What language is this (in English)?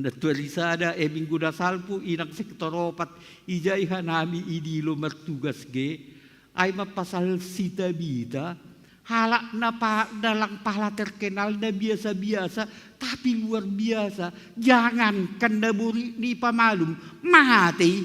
Batak Simalungun